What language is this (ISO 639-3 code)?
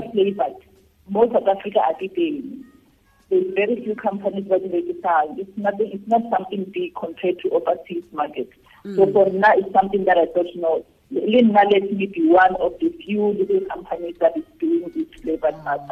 tsn